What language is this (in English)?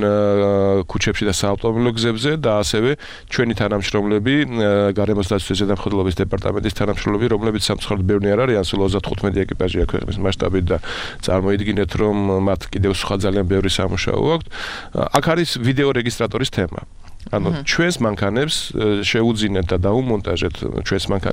Georgian